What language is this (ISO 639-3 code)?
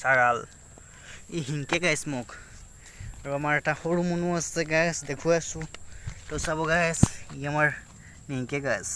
asm